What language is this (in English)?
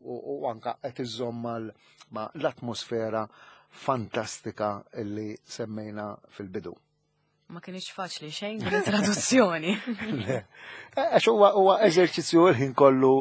Maltese